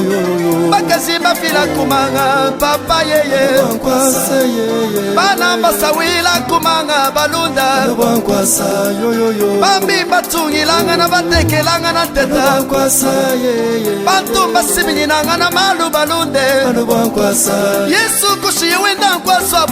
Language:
Luba-Lulua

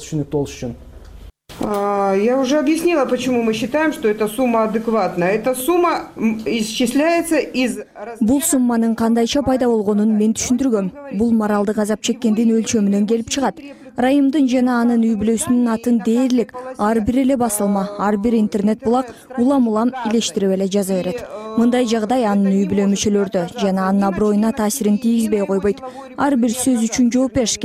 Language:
Kyrgyz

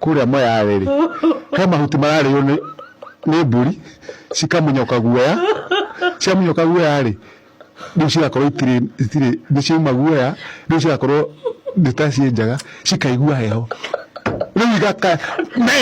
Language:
Kikuyu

